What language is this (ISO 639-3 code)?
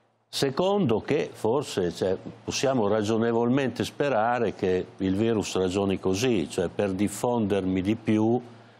ita